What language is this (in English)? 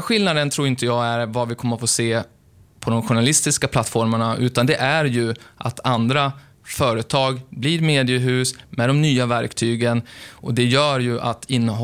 Swedish